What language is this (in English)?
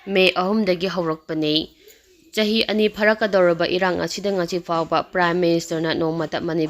Manipuri